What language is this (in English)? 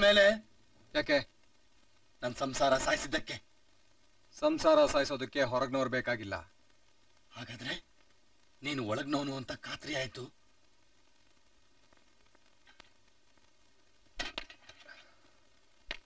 Kannada